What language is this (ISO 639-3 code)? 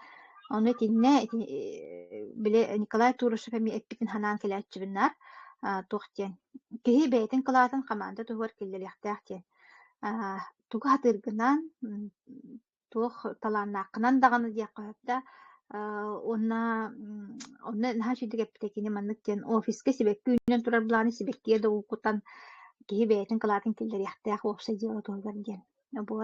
sah